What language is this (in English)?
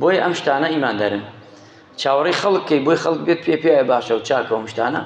Central Kurdish